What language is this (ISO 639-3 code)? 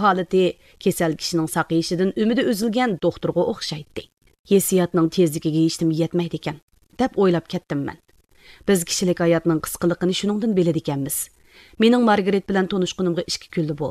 uig